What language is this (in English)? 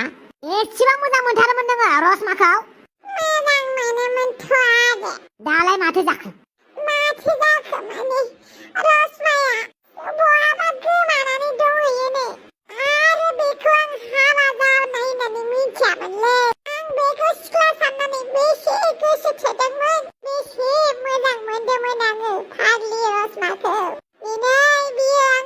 Bodo